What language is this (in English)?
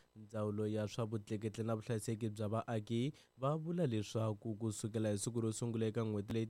Tsonga